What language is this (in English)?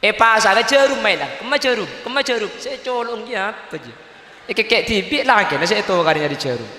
Madurese